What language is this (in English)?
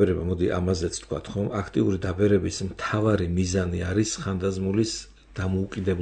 Georgian